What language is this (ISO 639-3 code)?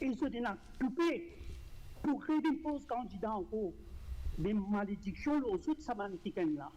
mfe